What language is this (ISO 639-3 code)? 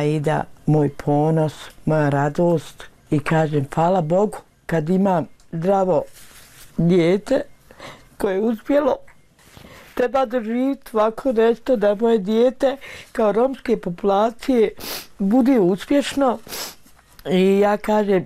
bos